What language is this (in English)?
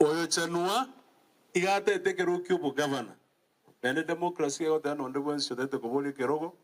Gusii